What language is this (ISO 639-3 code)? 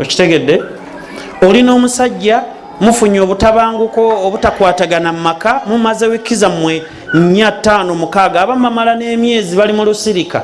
lug